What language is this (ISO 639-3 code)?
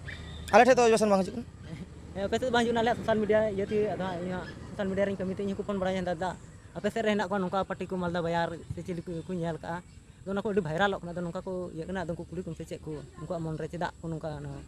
sat